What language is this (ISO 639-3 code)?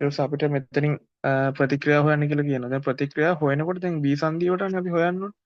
sin